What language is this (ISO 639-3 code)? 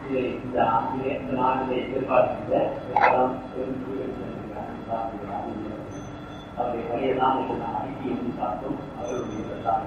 tam